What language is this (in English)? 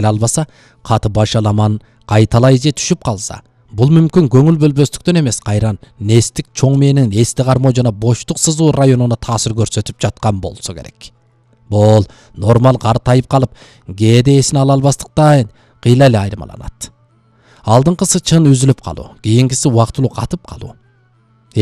Kyrgyz